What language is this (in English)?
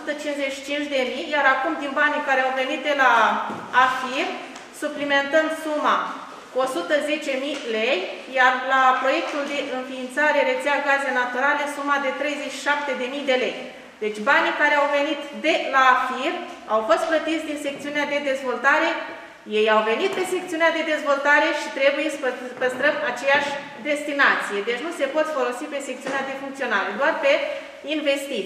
Romanian